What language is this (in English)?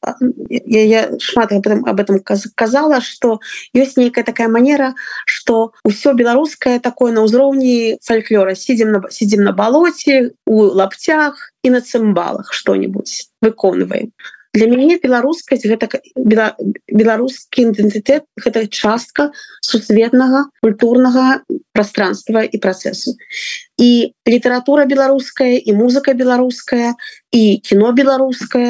Belarusian